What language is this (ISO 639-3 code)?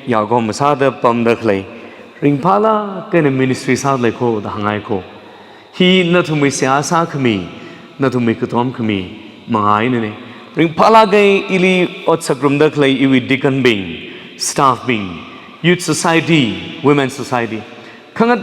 nmf